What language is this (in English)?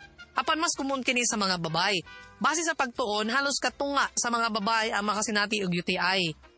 Cebuano